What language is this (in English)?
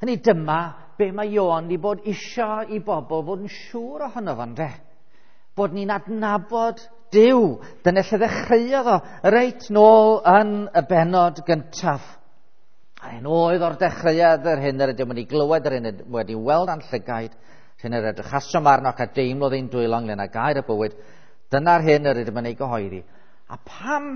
Welsh